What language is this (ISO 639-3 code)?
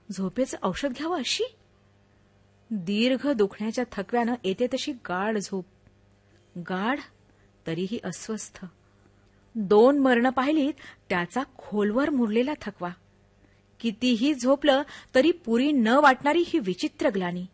mar